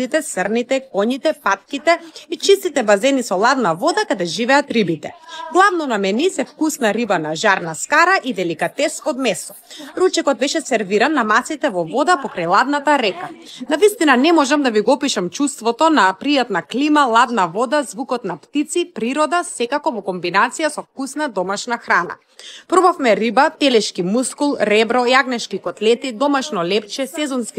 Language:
Macedonian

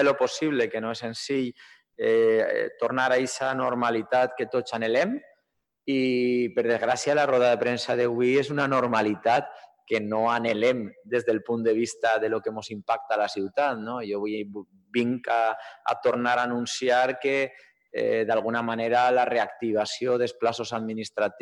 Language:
Catalan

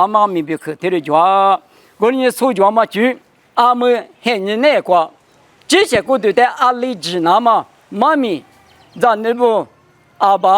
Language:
Lisu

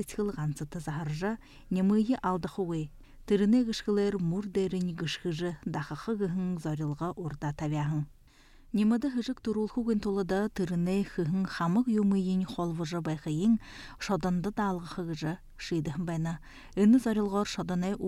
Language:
Buriat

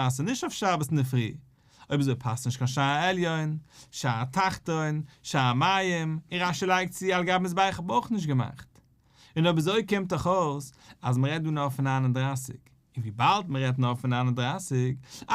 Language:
Yiddish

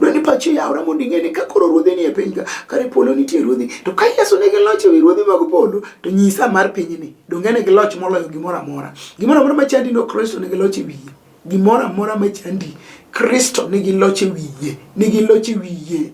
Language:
Luo (Kenya and Tanzania)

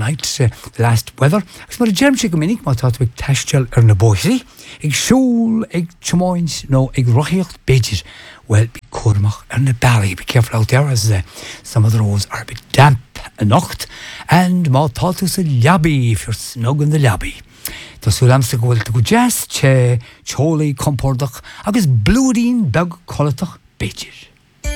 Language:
English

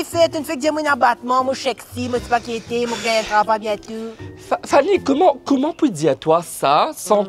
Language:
Morisyen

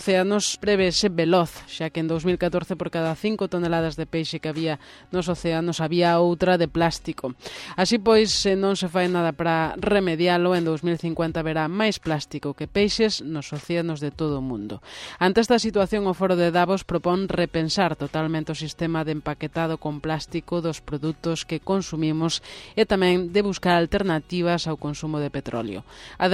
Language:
Galician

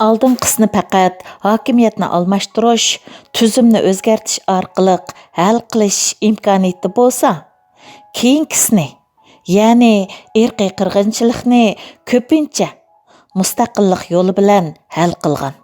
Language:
Uyghur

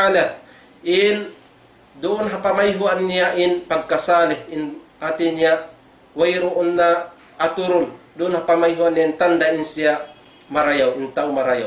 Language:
Tausug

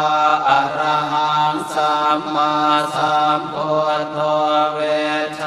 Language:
Pali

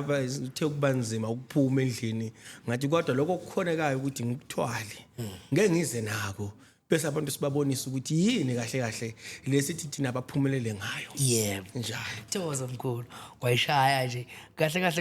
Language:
Zulu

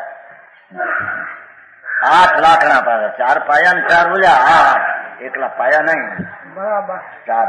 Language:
Gujarati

